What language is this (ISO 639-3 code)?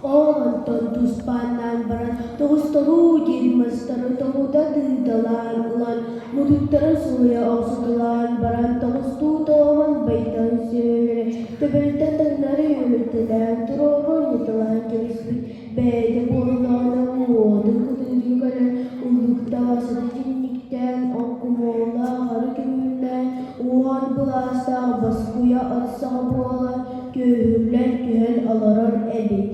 sah